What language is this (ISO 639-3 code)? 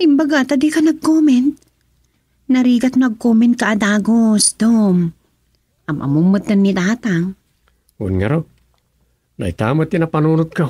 ilo